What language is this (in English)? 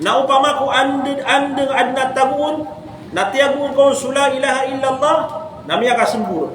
Maranao